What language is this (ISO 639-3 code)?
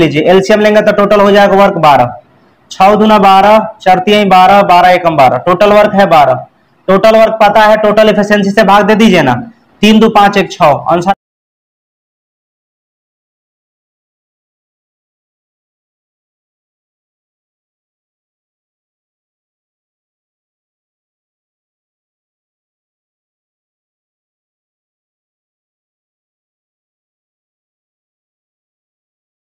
hin